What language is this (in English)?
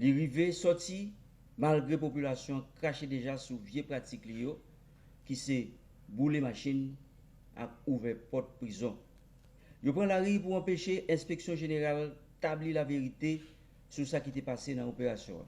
Haitian Creole